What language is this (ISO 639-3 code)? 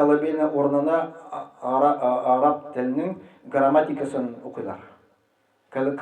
tat